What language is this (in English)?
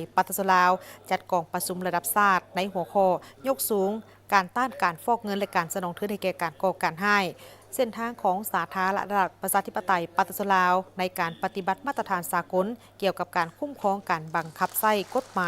Lao